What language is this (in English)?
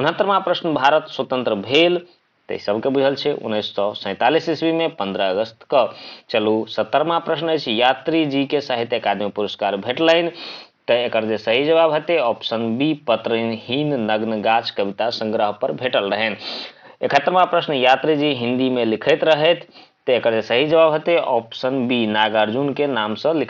Maithili